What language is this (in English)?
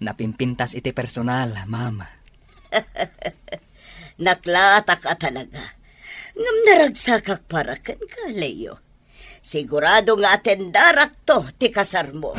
Iloko